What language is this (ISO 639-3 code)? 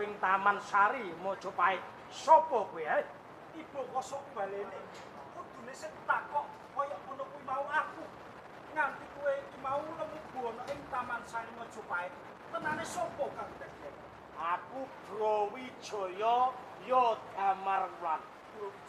jav